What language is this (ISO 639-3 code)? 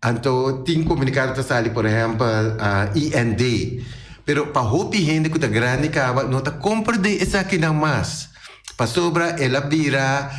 pap